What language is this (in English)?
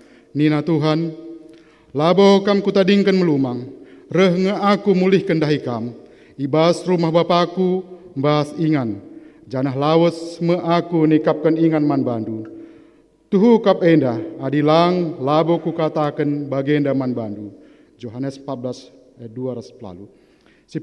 Batak Karo